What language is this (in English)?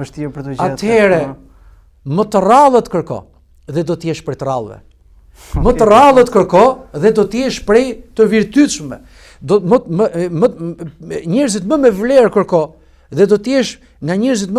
Albanian